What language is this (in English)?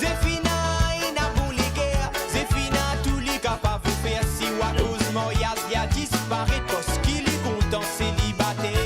Morisyen